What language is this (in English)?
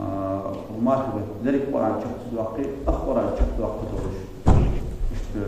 Ingush